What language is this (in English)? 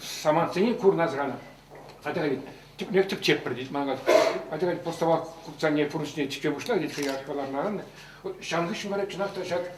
Chuvash